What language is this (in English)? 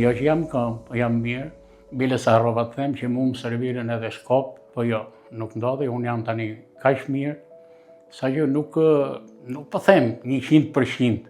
Albanian